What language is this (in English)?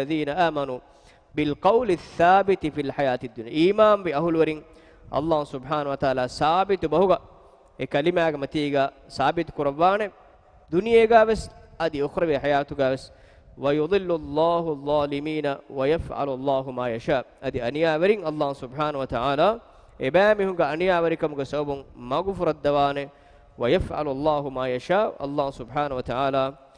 Divehi